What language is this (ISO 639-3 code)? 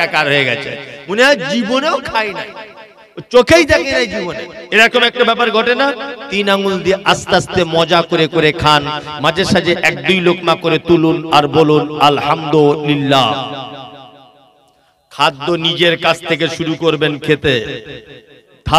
ben